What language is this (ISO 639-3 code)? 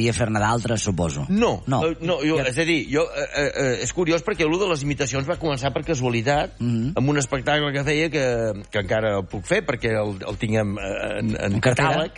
cat